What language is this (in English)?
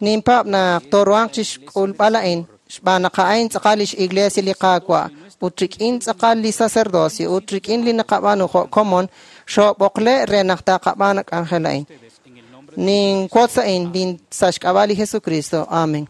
Kekchí